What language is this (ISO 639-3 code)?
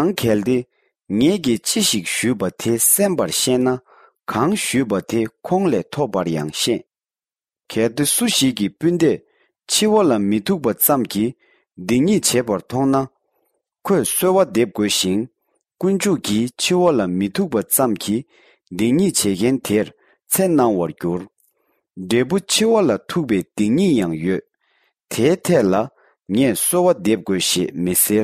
bod